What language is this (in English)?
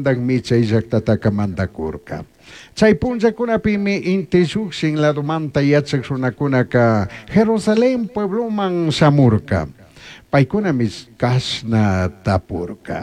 Chimborazo Highland Quichua